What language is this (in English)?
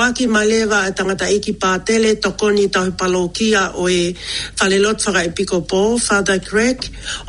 Tongan